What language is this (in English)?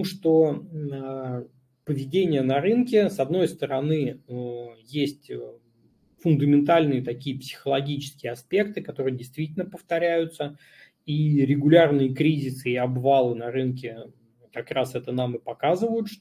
Russian